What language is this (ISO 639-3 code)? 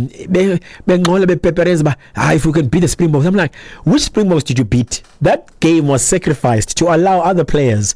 xho